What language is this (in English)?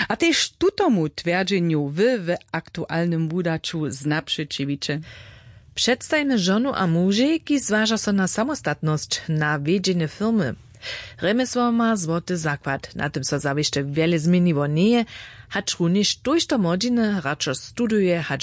Upper Sorbian